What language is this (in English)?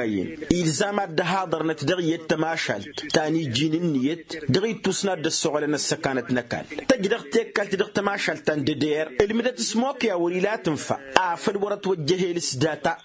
Tamasheq